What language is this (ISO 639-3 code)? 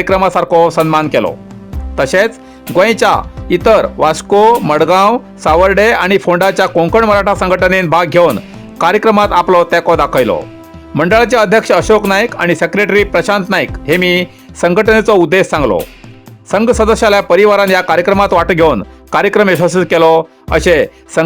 kok